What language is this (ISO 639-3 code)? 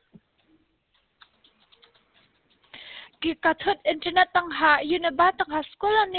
kha